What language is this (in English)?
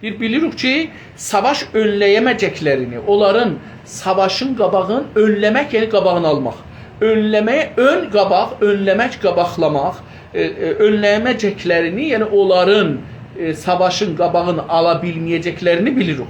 South Azerbaijani